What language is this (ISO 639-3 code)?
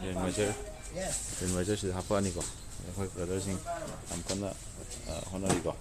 mni